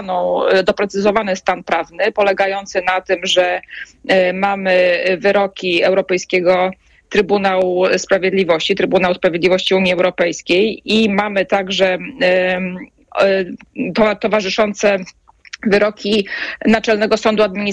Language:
Polish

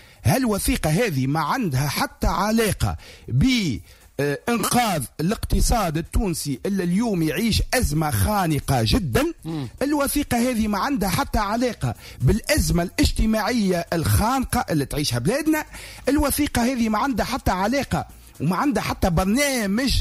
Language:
Tunisian Arabic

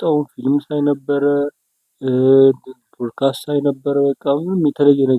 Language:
Amharic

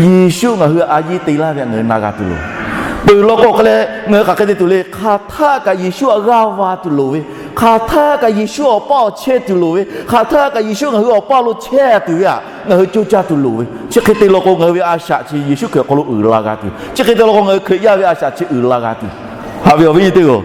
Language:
Lahu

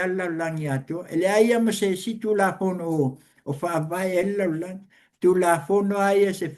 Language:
Samoan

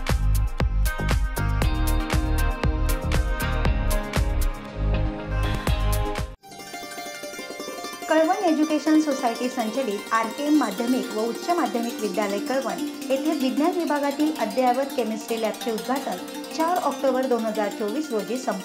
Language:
Marathi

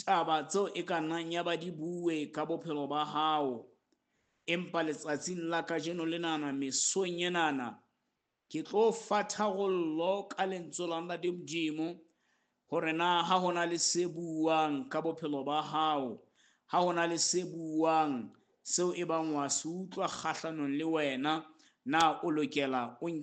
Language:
Southern Sotho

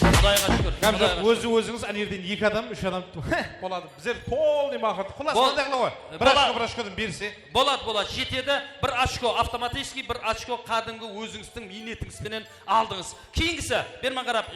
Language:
Kara-Kalpak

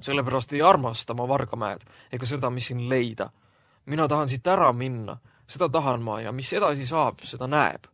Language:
Estonian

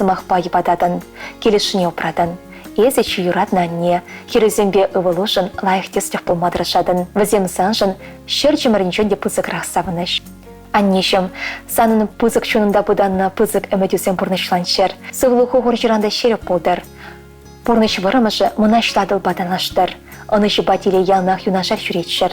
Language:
Chuvash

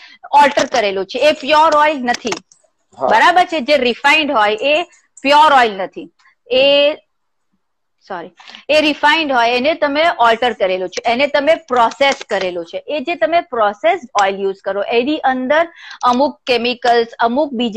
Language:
Gujarati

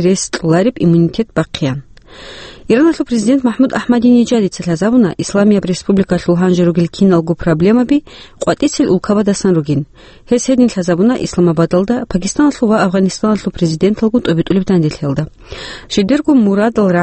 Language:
Avaric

